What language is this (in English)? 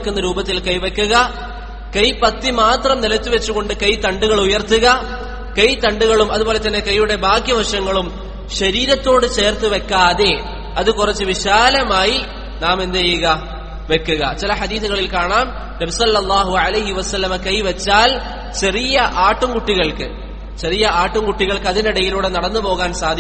Malayalam